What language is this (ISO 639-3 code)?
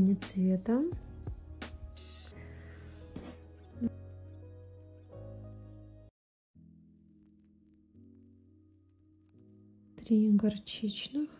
rus